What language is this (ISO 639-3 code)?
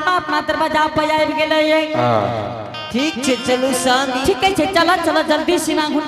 anp